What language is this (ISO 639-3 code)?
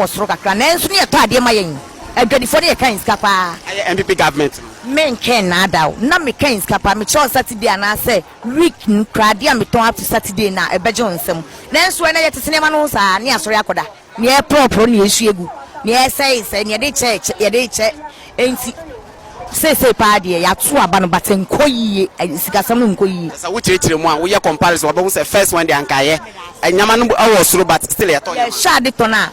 aka